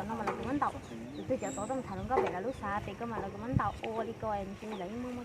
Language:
Hmong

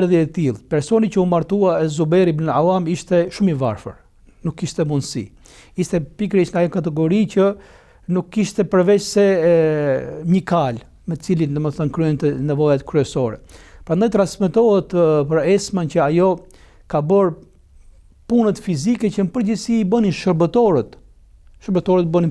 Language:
Albanian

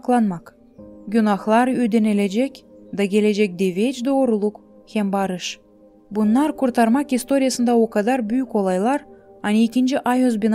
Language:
Gagauz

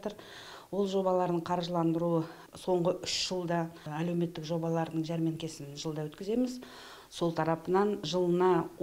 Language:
Kazakh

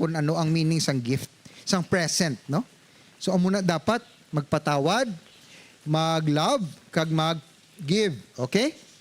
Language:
Hiligaynon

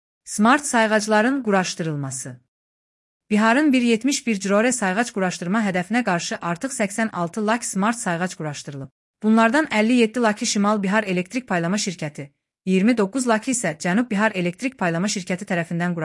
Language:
Azerbaijani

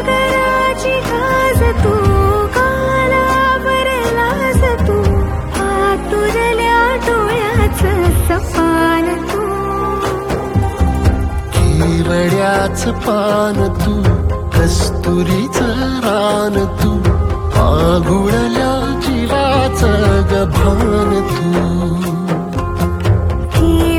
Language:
Marathi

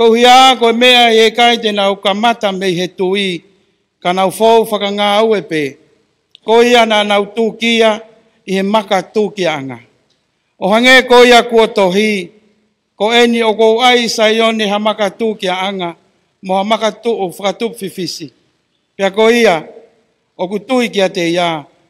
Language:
Tongan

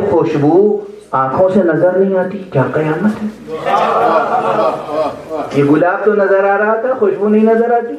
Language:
Urdu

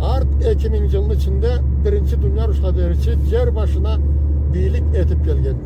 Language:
Karachay-Balkar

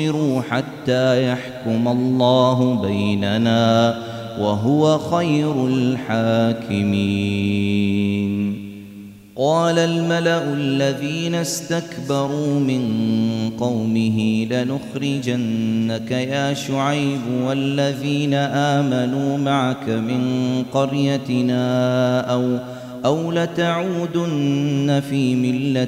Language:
Arabic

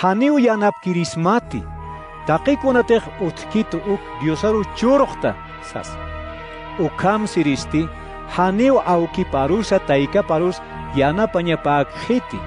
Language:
Aymara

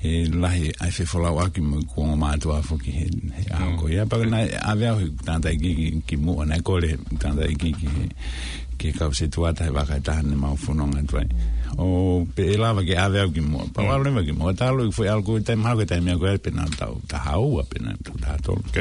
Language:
Tongan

